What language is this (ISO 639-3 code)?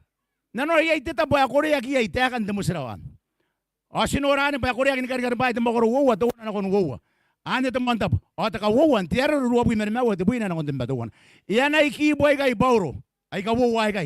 gil